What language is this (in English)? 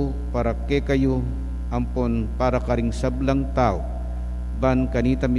Pampanga